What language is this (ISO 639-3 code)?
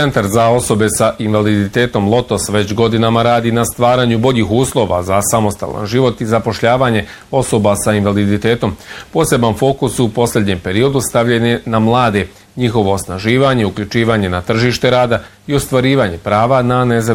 bos